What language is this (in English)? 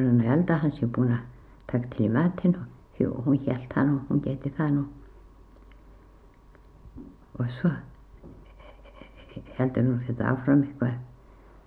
Icelandic